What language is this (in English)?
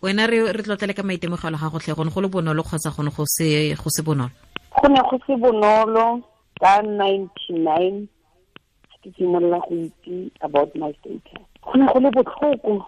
Tswana